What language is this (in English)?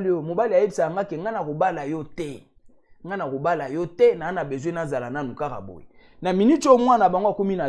Lingala